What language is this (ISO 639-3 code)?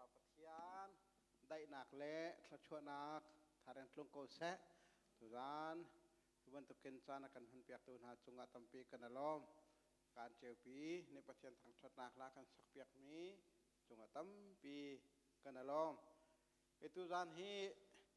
cnh